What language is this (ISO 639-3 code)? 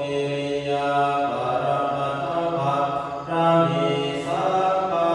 pli